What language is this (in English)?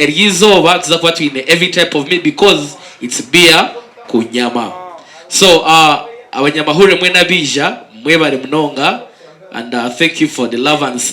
Nyankole